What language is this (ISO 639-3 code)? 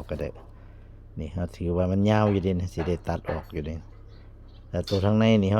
lao